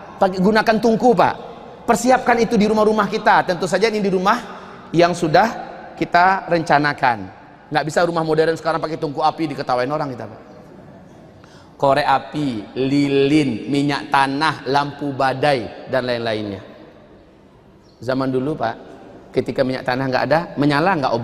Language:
Indonesian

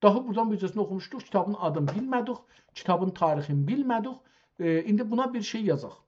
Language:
South Azerbaijani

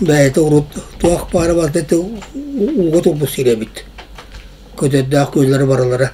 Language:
Yakut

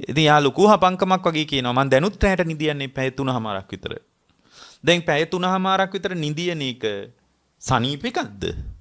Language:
Sinhala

